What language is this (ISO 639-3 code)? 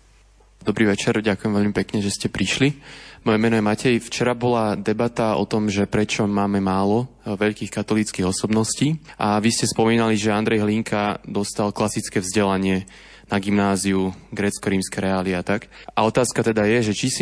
slk